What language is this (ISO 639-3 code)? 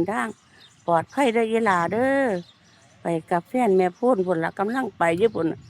tts